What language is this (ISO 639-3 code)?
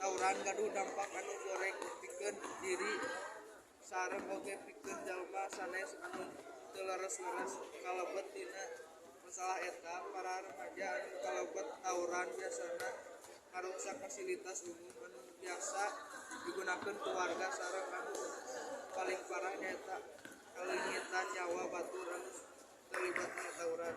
sun